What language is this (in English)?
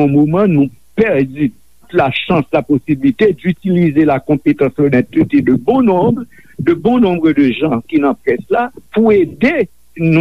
Haitian Creole